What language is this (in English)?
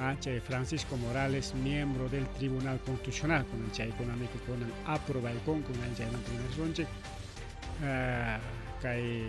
Ayacucho Quechua